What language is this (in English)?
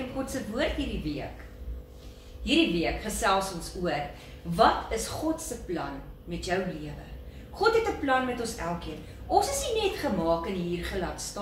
Afrikaans